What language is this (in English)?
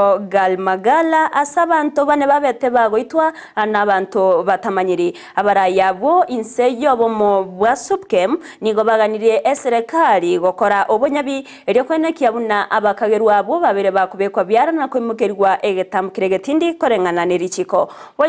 Gusii